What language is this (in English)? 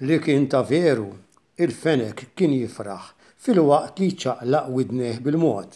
Maltese